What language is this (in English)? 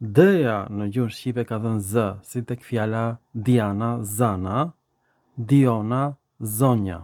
Albanian